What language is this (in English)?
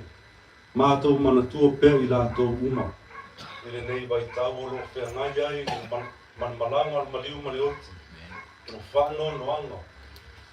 Samoan